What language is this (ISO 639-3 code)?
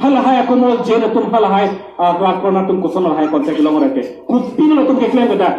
mjw